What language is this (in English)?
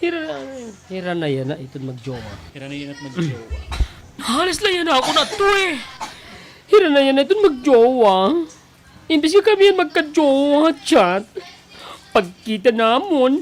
Waray